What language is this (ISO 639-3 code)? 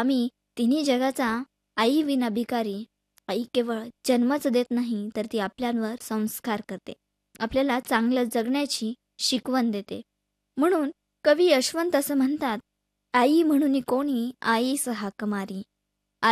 mar